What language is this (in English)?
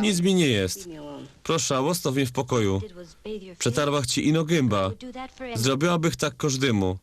Silesian